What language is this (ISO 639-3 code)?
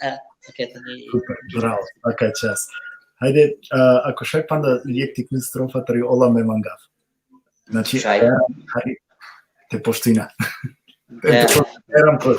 rmn